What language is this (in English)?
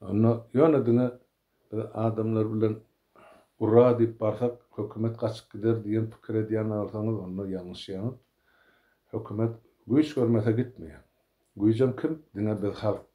Turkmen